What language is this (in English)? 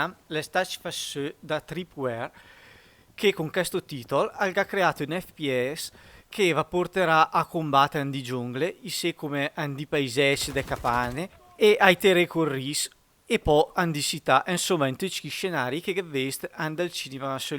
Lombard